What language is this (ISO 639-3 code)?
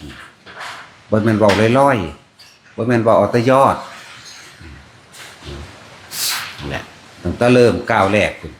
tts